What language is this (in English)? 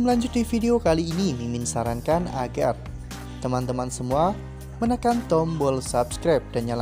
Indonesian